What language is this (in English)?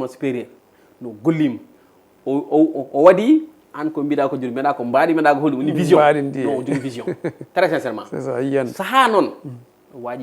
Fula